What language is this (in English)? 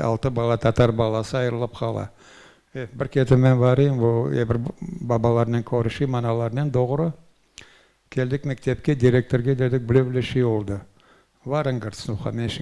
Crimean Tatar